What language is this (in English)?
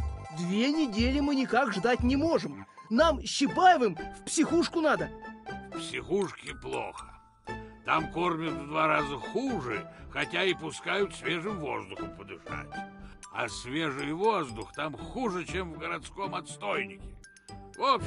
Russian